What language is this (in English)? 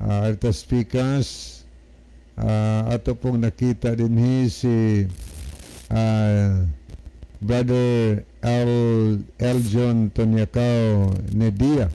Cebuano